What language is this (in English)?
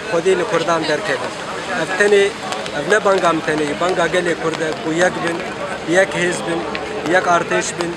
Kurdish